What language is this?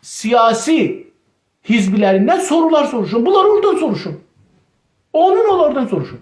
South Azerbaijani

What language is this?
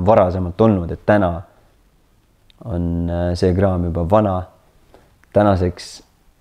Estonian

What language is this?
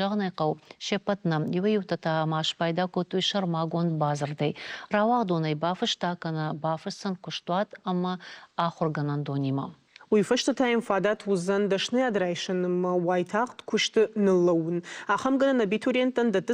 Ossetic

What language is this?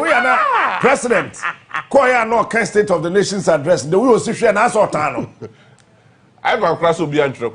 Akan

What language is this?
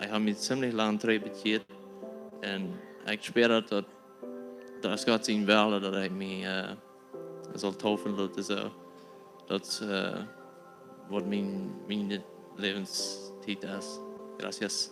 Plautdietsch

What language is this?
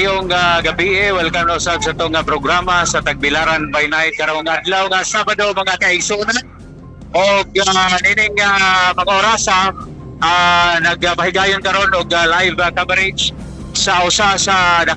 Cebuano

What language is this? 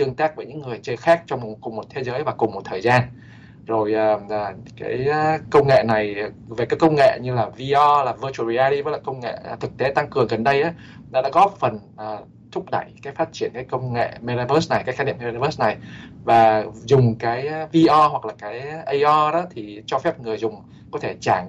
Vietnamese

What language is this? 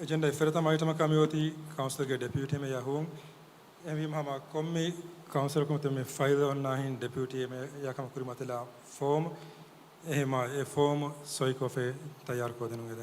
Divehi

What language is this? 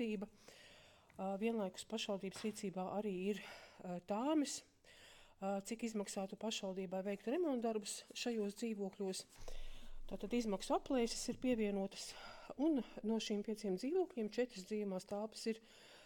Latvian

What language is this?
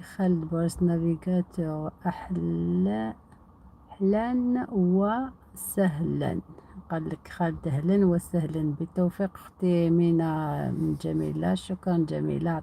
Algerian Arabic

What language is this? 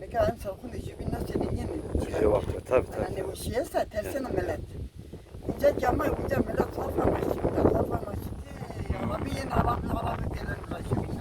Zaza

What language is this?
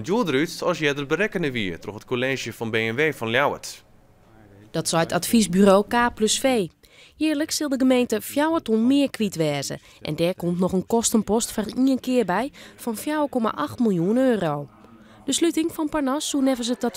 Western Frisian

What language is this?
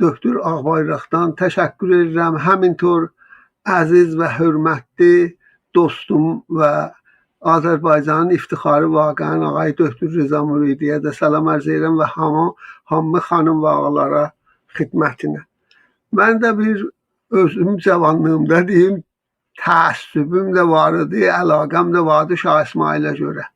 South Azerbaijani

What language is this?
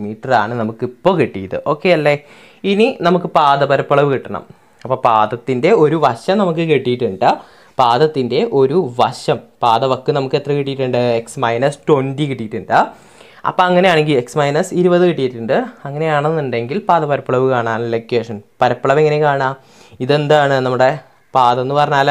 Malayalam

